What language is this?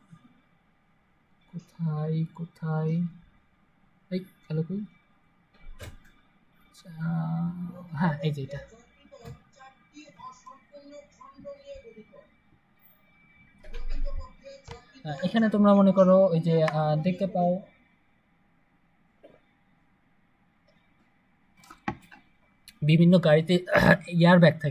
Bangla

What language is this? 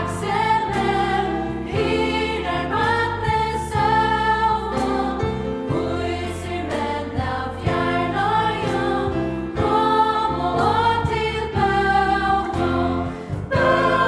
Faroese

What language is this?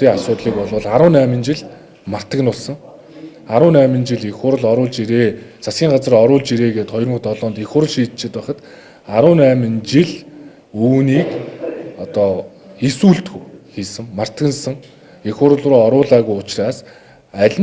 Mongolian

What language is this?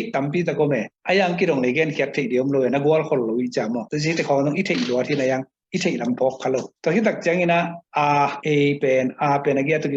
Tedim Chin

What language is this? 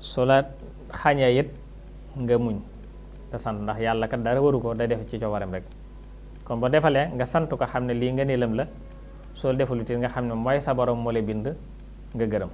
Wolof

